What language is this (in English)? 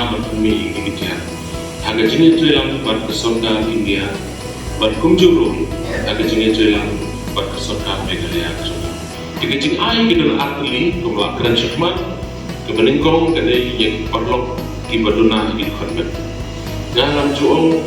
Khasi